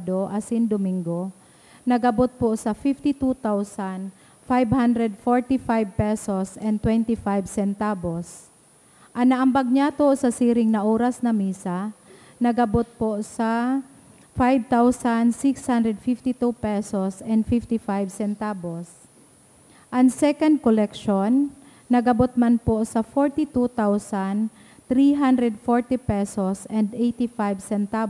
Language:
Bikol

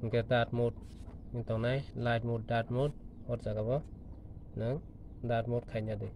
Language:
Kok Borok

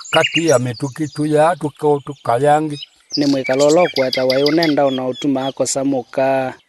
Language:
Kamba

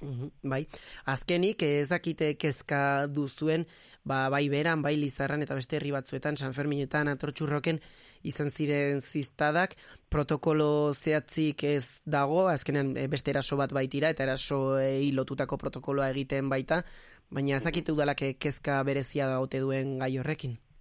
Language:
Basque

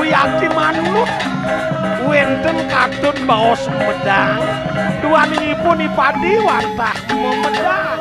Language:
Balinese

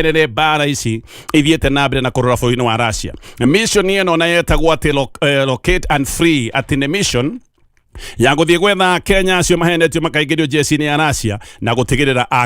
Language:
Kikuyu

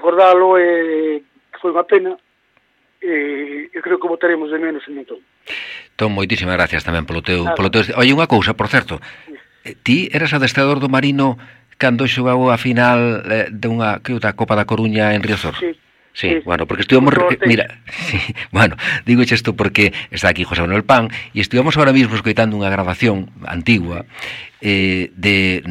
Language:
Galician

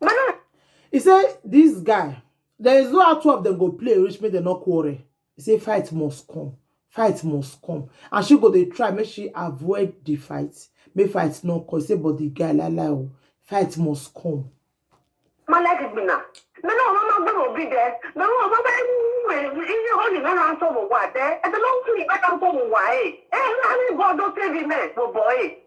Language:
Nigerian Pidgin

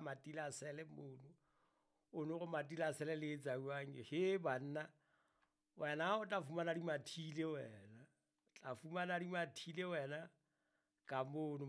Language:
Southern Sotho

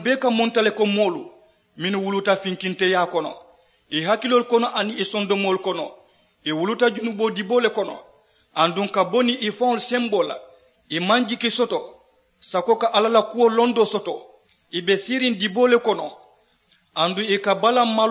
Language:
Mandingo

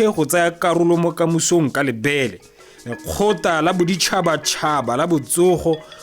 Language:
Tswana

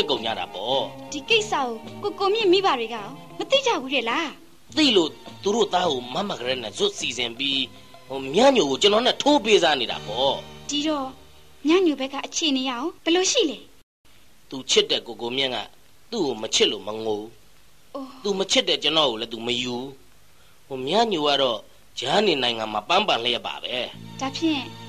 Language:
Burmese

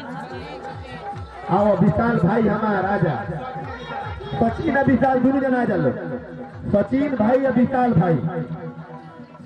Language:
Bhojpuri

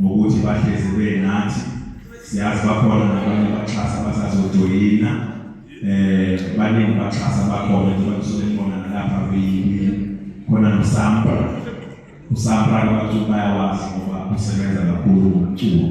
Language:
Zulu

